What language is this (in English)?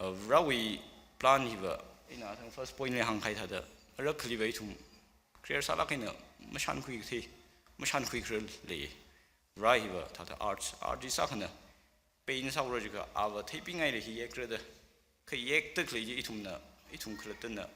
Tangkhul Naga (India)